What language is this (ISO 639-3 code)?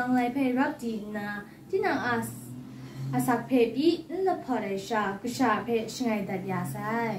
kac